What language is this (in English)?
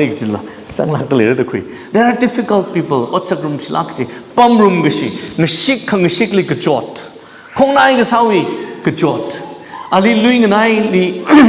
Tangkhul Naga (India)